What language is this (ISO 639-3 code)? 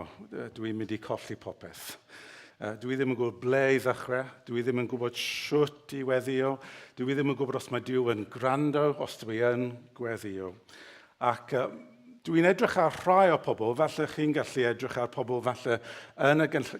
cym